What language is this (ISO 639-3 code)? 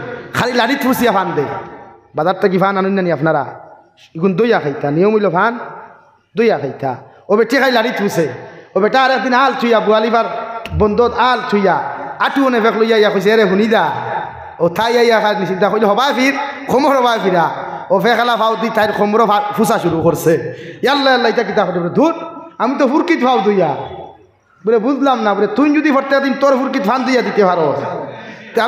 syl